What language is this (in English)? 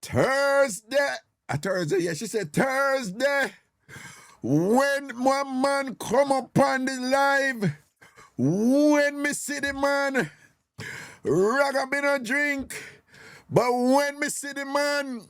Jamaican Creole English